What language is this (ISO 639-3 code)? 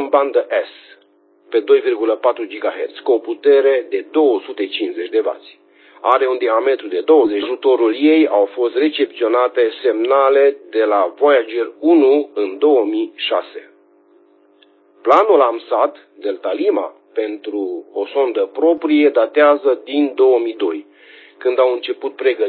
ron